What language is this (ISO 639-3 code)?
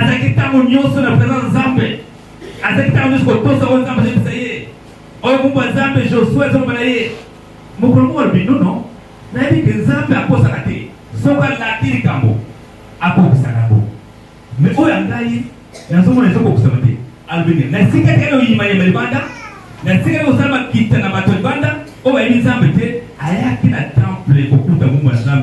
lin